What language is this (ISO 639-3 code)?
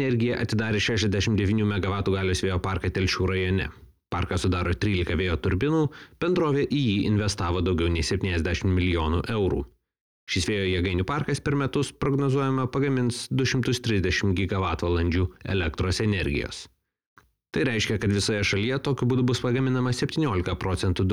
lit